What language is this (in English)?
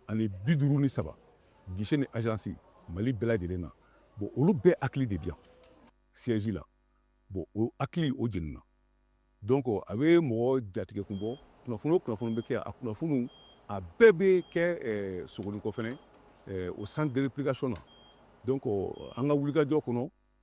Bambara